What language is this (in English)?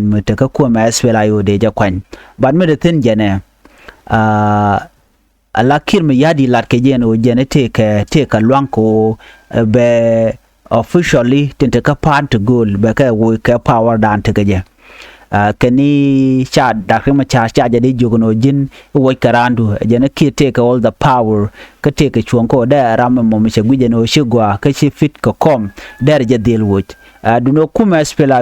Nuer